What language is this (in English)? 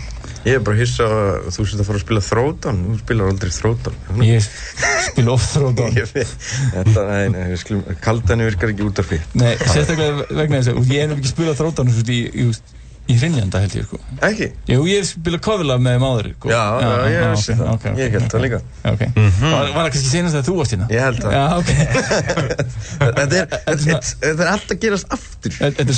Icelandic